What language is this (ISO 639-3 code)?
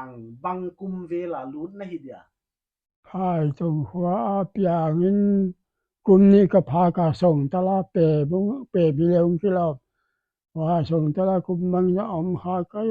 pck